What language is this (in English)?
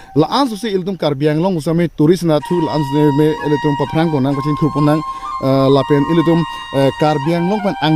Karbi